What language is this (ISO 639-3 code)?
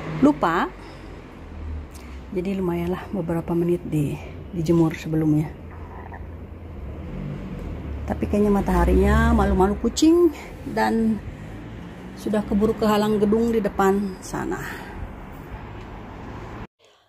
ind